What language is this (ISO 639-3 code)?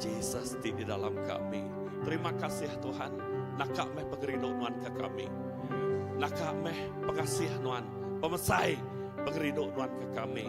iba